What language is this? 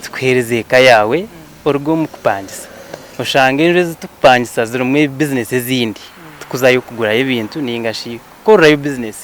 Nyankole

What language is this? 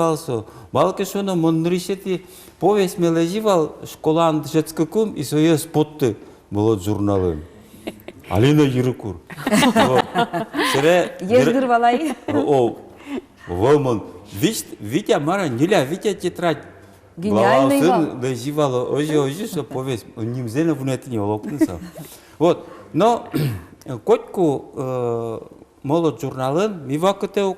Udmurt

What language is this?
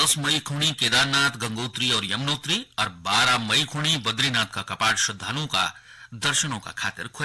Garhwali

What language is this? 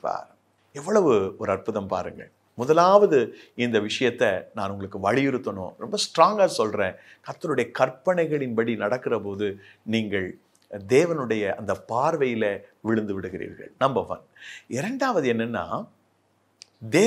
Tamil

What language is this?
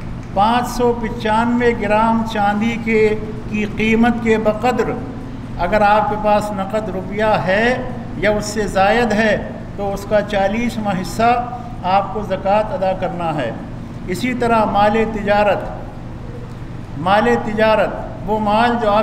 Urdu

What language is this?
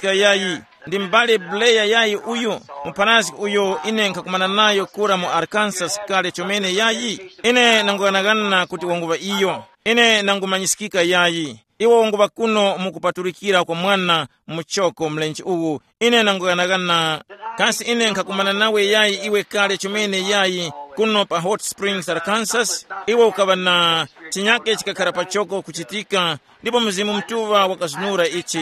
Tumbuka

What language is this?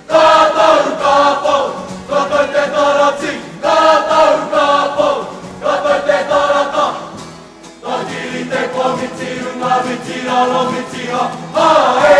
Māori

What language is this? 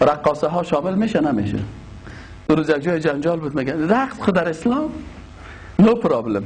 Persian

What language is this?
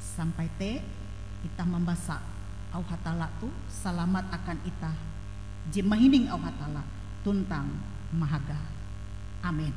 Ngaju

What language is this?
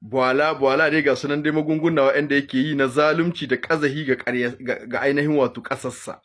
Hausa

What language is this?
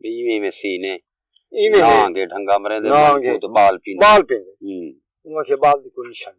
Saraiki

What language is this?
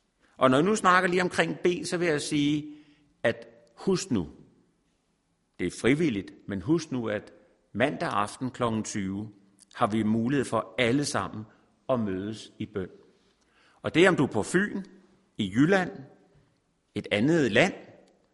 Danish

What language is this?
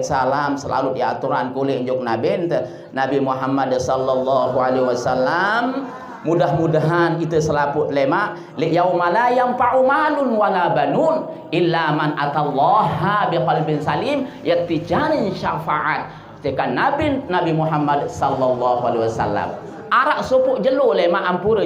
Sasak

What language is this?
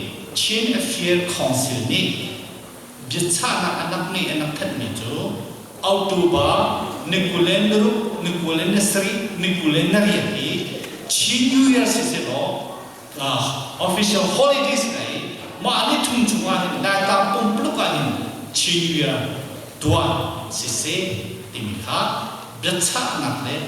Hakha Chin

